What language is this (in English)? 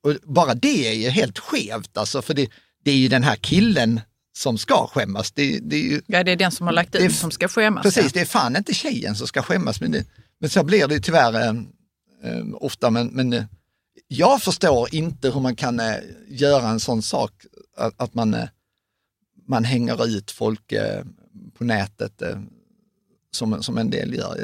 Swedish